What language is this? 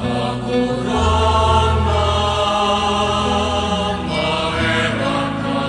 Bikol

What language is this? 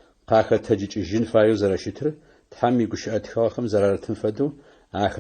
Adyghe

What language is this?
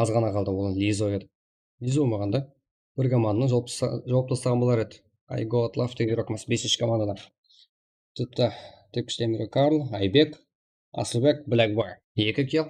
Kara-Kalpak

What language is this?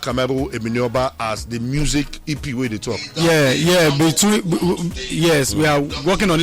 Nigerian Pidgin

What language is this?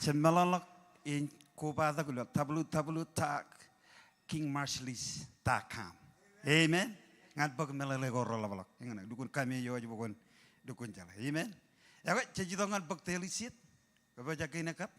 Marshallese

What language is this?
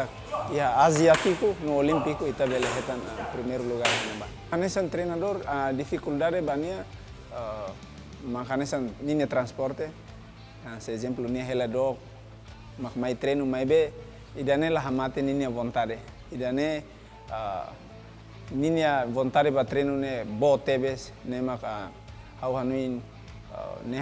Tetum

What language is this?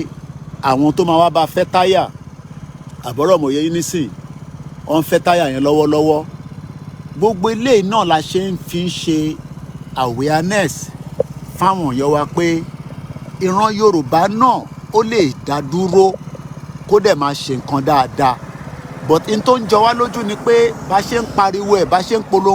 Yoruba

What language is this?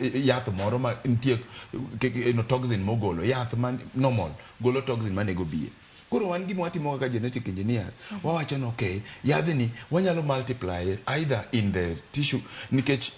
Luo (Kenya and Tanzania)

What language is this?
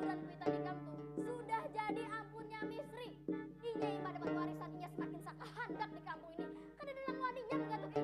Banjar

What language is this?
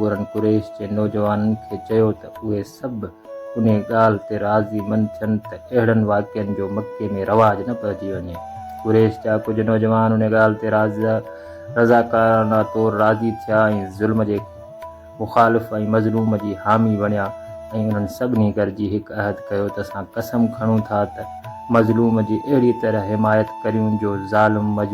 Sindhi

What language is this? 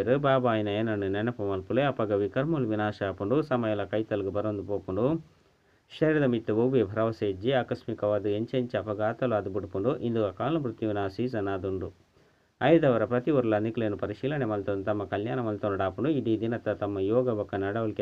Tulu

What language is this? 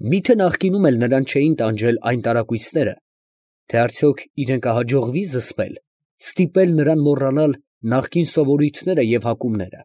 Armenian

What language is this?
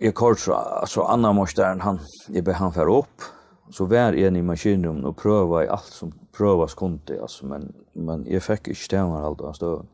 Faroese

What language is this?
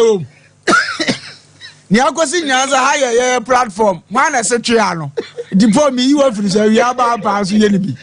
Akan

